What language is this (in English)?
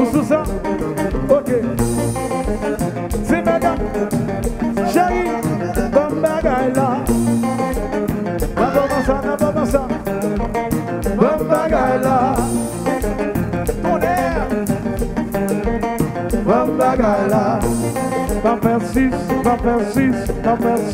Haitian Creole